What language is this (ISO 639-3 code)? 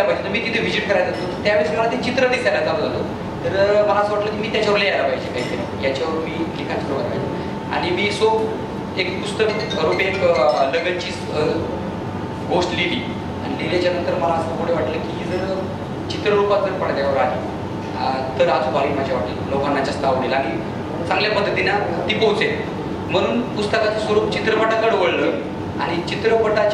mar